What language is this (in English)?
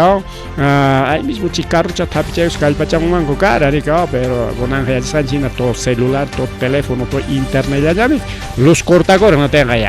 Ayacucho Quechua